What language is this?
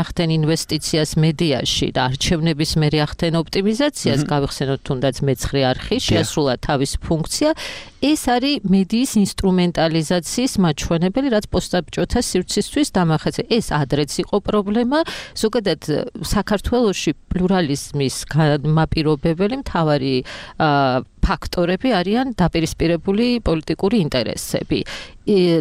Georgian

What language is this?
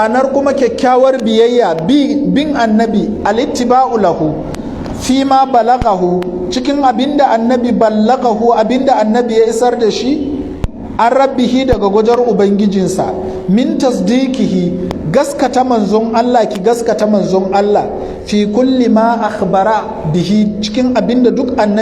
Hausa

